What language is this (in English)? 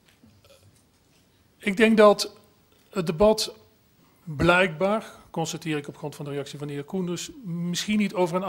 Dutch